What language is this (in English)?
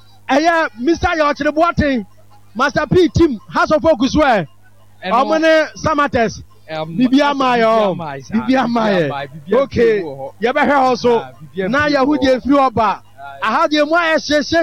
Akan